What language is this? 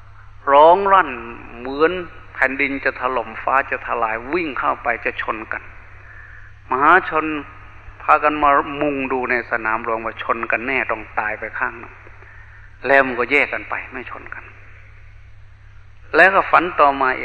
Thai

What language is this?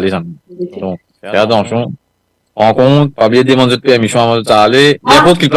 Morisyen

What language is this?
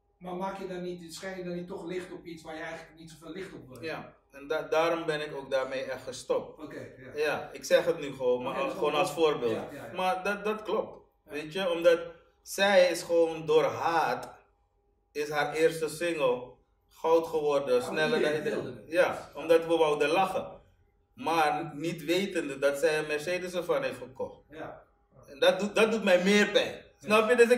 Dutch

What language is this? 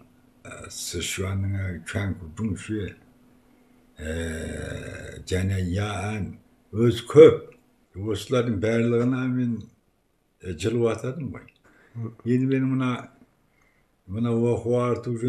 Kazakh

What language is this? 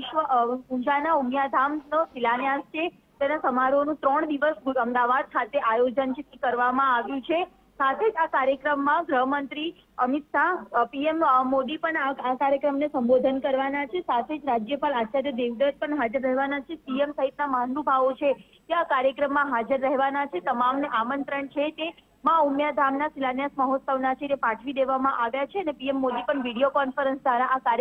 Gujarati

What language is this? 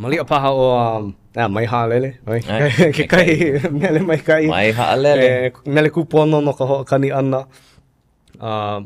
Hawaiian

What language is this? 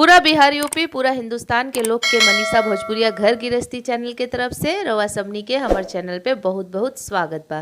Bhojpuri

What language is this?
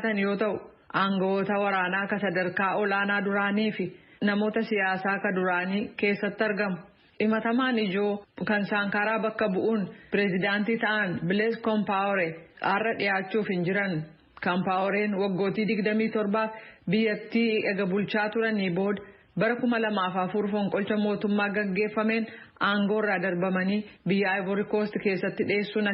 Oromo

